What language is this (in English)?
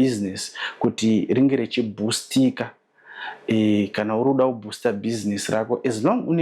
Shona